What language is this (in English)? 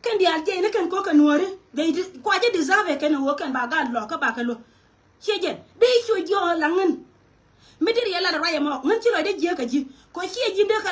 Nuer